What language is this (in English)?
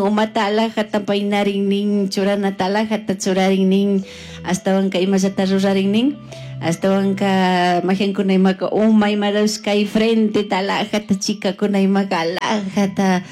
Chimborazo Highland Quichua